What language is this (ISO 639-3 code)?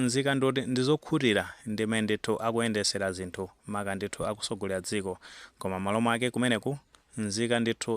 nya